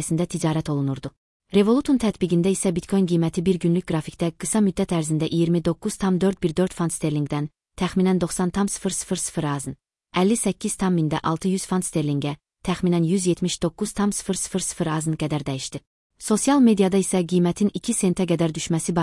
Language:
Azerbaijani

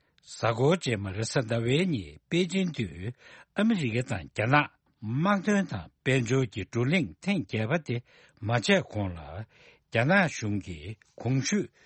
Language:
Tibetan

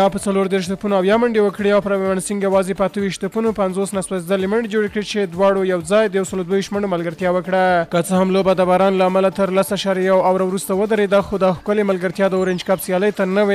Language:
Pashto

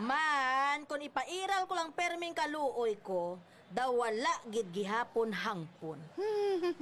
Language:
Hiligaynon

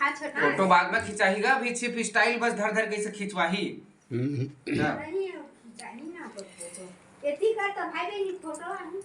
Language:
Chhattisgarhi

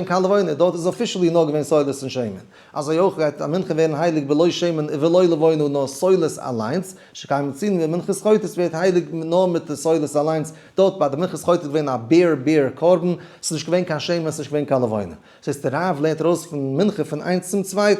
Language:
Yiddish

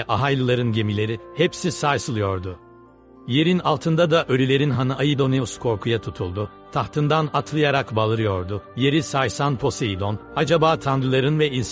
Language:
Turkish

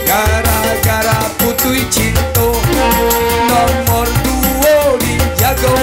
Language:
Minangkabau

